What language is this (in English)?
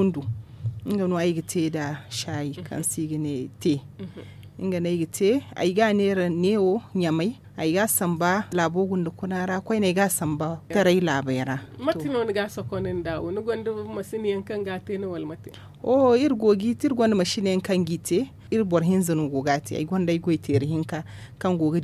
Zarma